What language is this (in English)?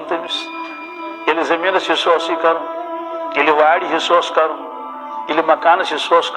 Kashmiri